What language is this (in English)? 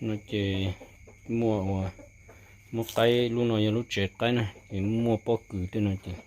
Hmong